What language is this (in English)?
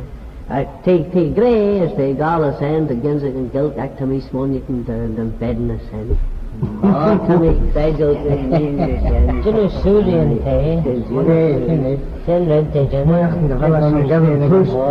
Manx